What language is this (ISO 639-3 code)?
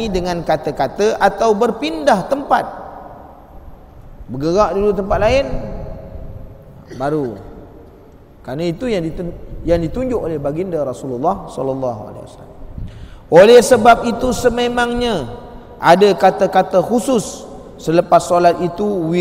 msa